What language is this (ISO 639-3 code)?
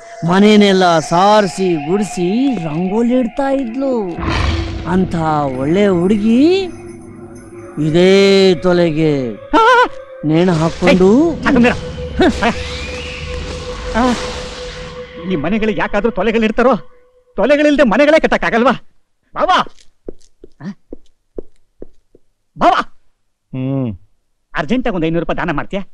kan